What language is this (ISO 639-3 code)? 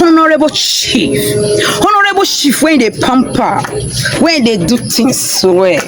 pcm